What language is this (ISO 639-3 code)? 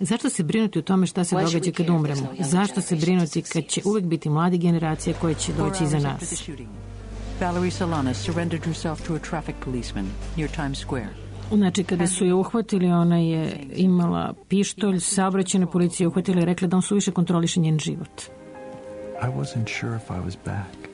srp